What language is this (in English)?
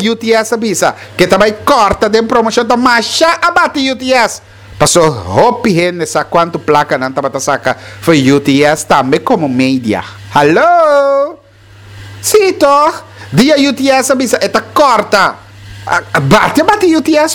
Papiamento